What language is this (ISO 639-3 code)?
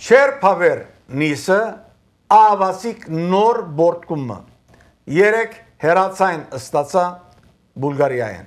hye